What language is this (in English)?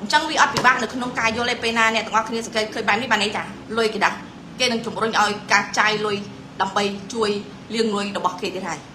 Khmer